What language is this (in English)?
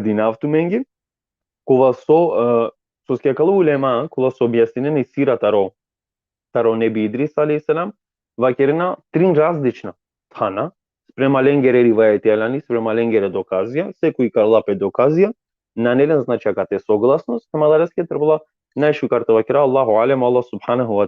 Balkan Romani